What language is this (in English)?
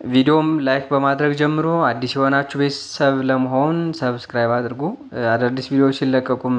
Amharic